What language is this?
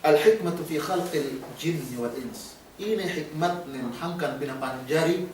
Yakan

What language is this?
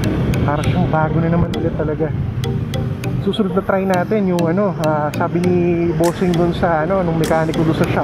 Filipino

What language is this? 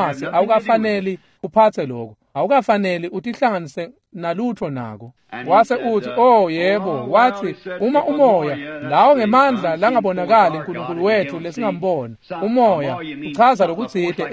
Swati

